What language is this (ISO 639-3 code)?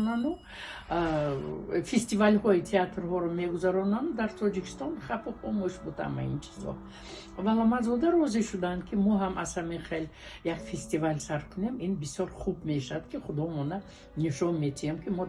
tgk